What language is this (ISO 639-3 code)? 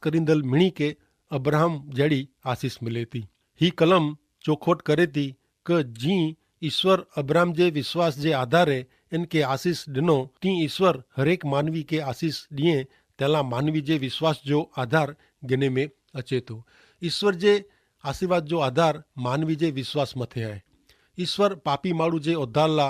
kfr